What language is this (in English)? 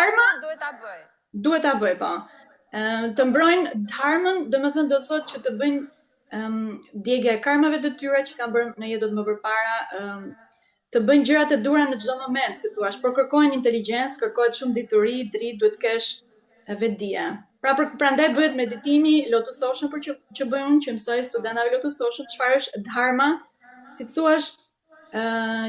Albanian